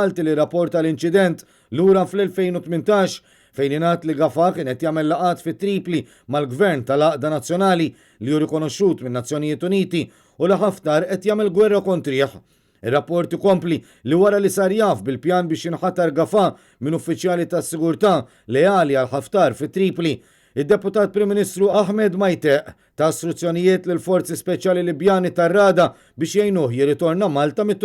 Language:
Maltese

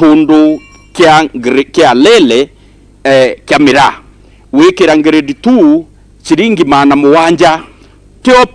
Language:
Meru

